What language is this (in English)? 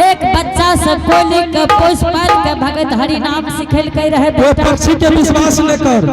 Angika